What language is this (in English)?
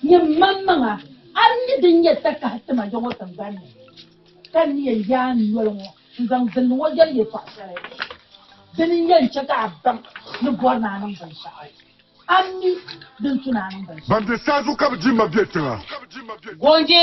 Dagbani